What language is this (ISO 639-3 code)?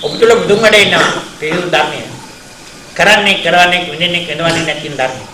sin